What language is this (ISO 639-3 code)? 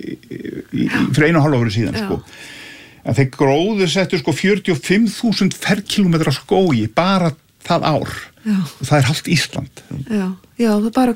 isl